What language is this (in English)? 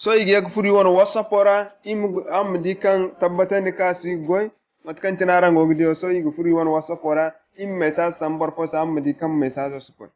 Zarma